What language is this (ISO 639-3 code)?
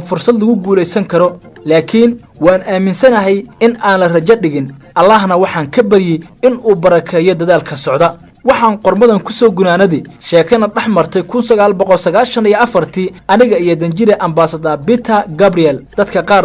som